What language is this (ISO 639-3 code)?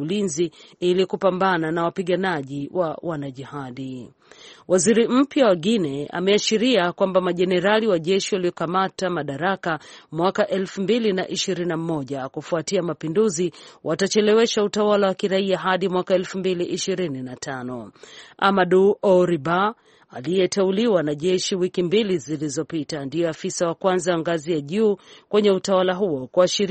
swa